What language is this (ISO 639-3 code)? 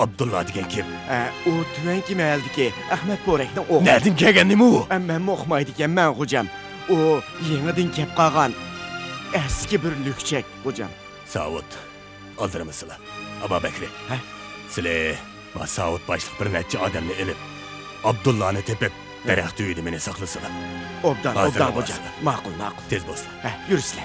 uig